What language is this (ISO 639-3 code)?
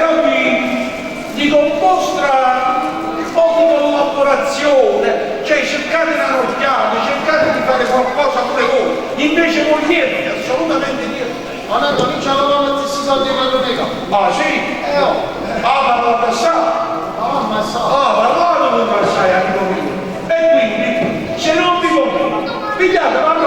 nap